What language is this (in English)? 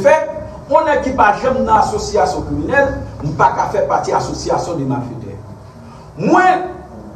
Haitian Creole